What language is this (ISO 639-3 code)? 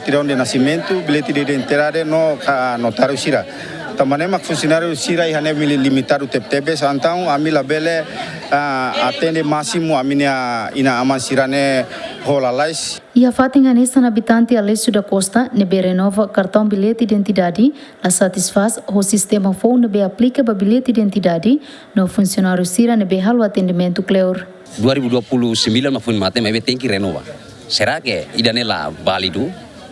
tet